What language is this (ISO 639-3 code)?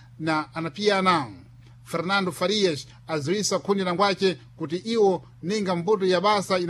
seh